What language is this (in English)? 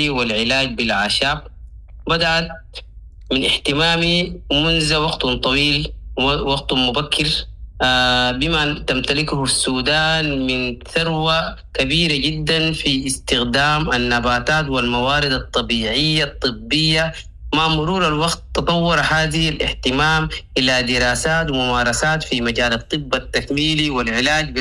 Sudanese Arabic